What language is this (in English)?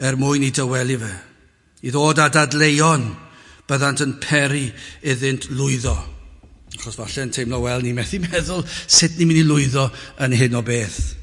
Welsh